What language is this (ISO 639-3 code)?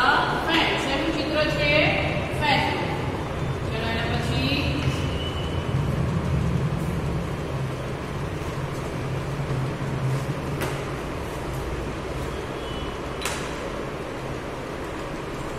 guj